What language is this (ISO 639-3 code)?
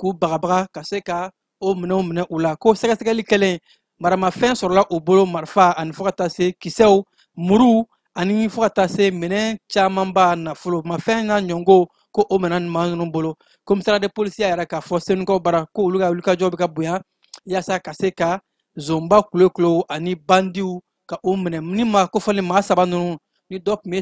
bam